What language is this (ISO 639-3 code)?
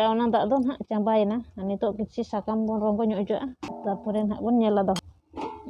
sat